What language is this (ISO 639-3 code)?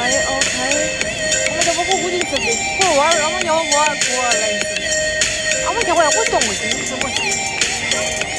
bod